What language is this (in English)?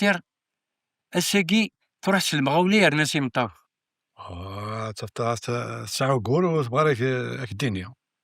Kabyle